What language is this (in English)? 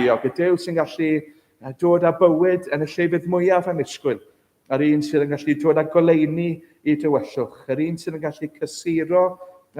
Welsh